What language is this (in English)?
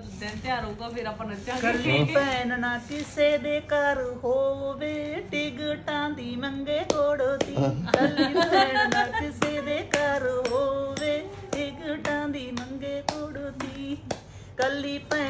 Punjabi